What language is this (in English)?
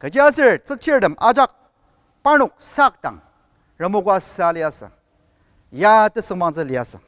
Ao Naga